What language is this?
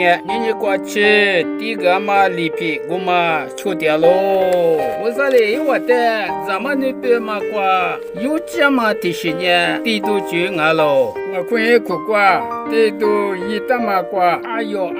Lisu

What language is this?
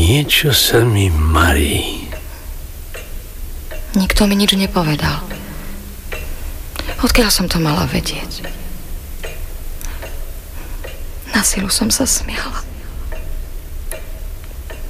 Slovak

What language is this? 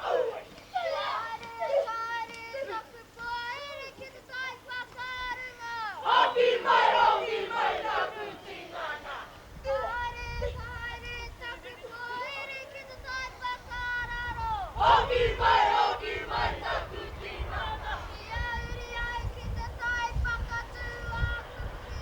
Māori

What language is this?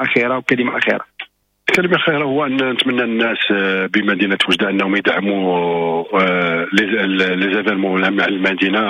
Moroccan Arabic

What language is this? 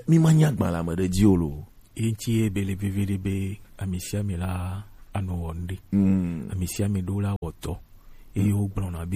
Gen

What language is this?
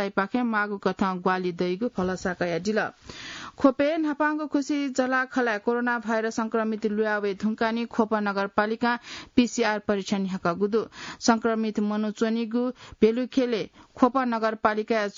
Newari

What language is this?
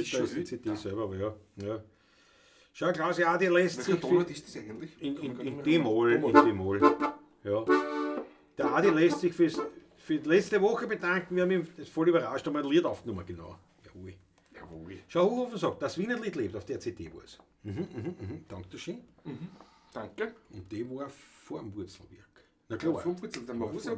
Bavarian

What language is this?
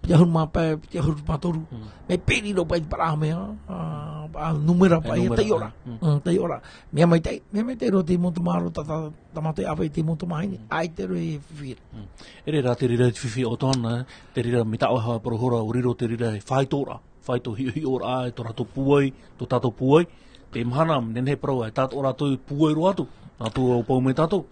Tahitian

